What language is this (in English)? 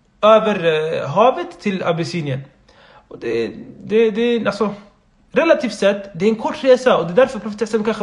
Swedish